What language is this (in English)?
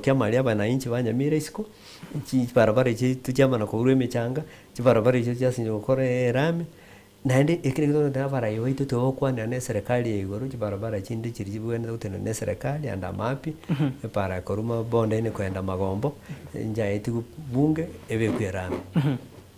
Gusii